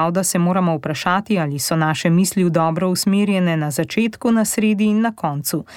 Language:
Slovenian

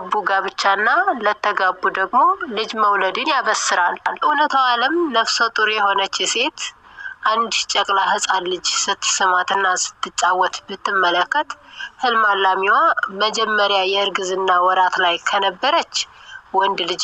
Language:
Amharic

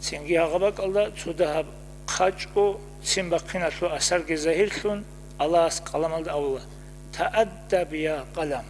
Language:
Avaric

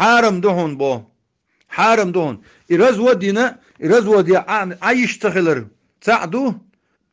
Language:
Chechen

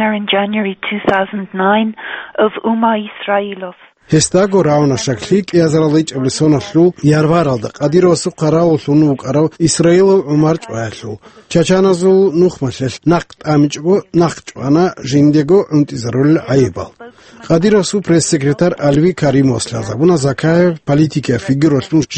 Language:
Avaric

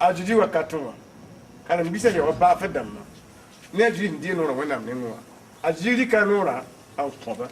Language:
Mossi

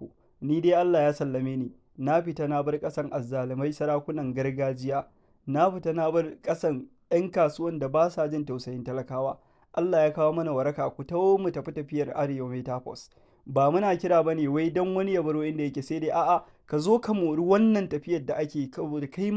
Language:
Hausa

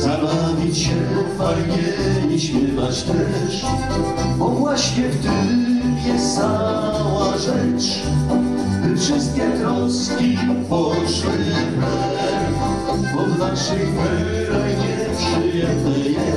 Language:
Silesian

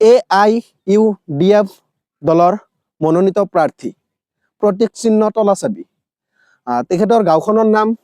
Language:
Assamese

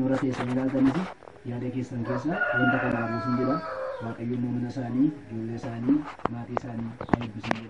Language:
Oromo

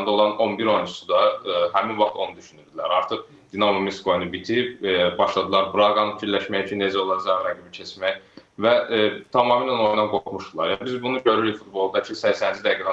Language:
Azerbaijani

